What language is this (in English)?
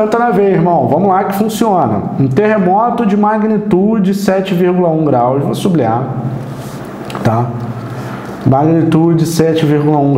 Portuguese